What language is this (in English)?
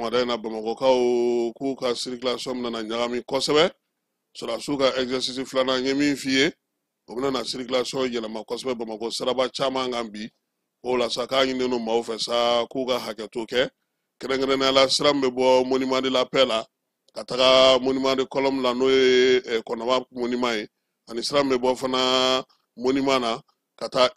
Bambara